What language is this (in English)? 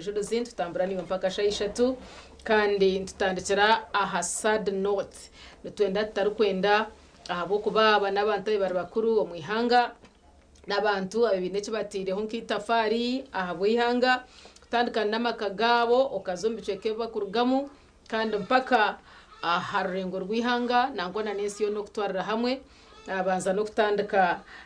Nyankole